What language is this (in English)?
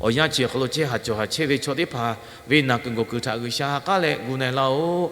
Lahu